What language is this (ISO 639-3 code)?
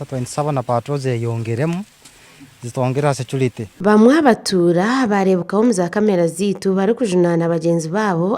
nyn